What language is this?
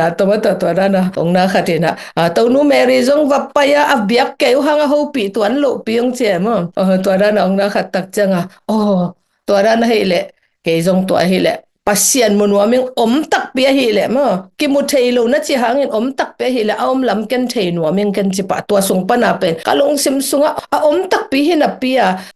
Tedim Chin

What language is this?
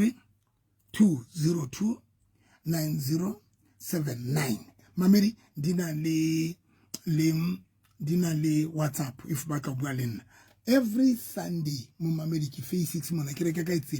Southern Sotho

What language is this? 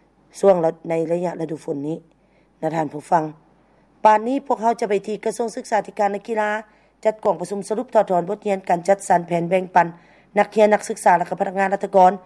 Lao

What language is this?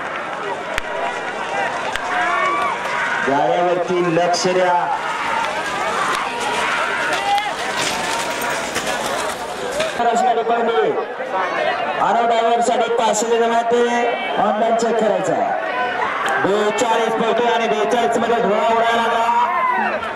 Marathi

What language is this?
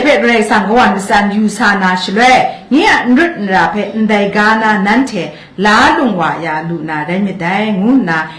Kachin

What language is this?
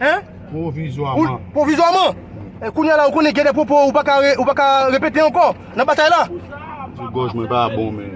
Haitian Creole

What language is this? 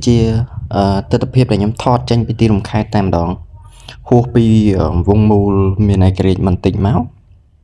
Khmer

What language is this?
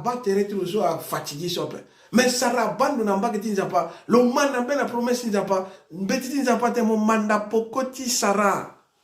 Sango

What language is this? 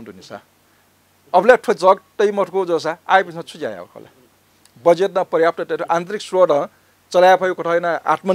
Newari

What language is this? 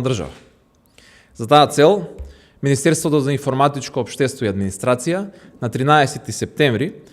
Macedonian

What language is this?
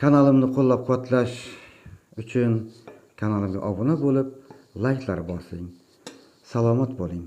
Uzbek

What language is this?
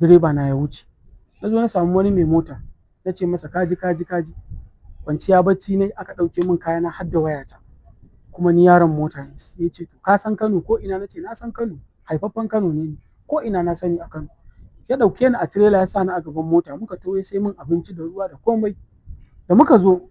Hausa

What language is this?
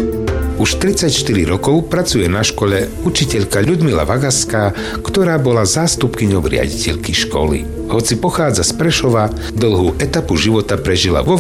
Slovak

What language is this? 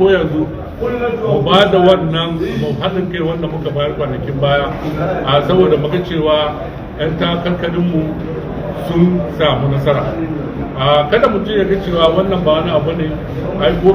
Hausa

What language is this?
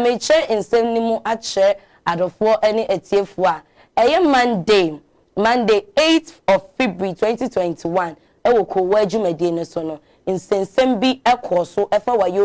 Akan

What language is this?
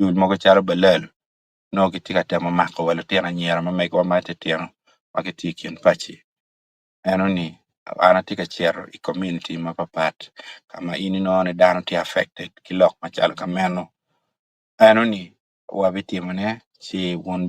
Acoli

